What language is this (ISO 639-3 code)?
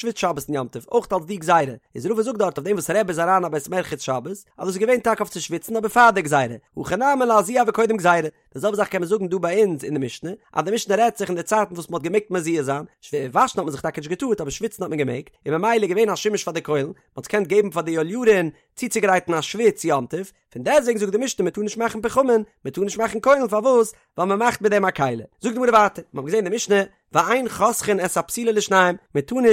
yid